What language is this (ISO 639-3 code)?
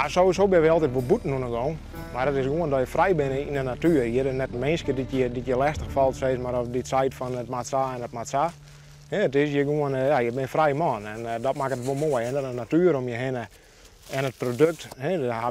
fry